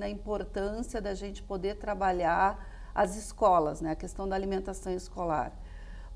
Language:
Portuguese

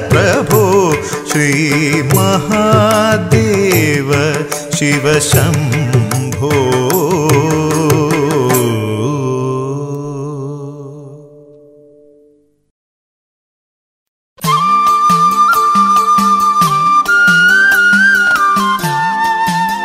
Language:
Malayalam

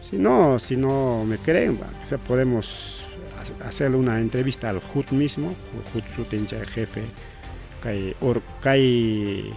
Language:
Ayacucho Quechua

